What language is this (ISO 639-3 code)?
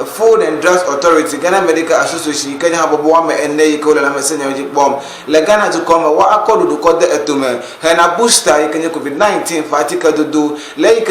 ewe